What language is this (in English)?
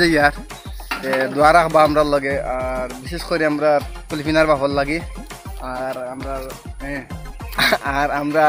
Sylheti